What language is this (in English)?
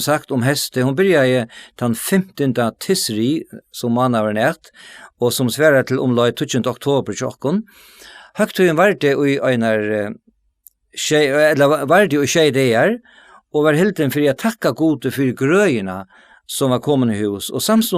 Faroese